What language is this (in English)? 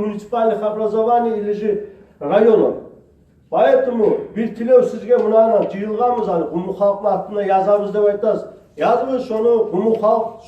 Kumyk